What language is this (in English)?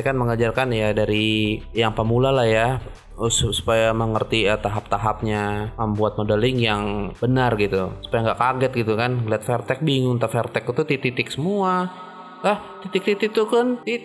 Indonesian